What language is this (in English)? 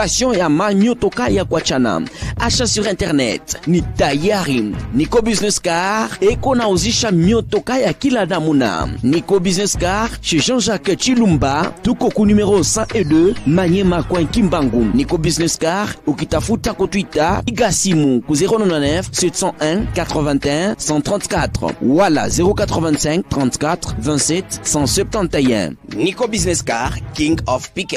Swahili